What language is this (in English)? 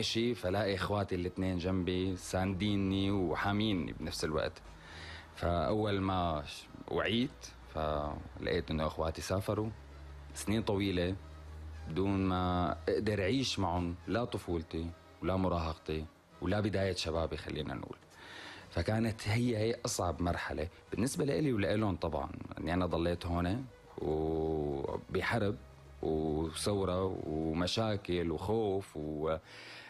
North Levantine Arabic